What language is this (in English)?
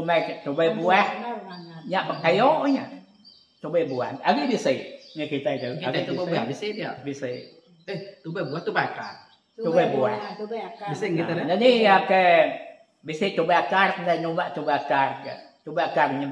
Iban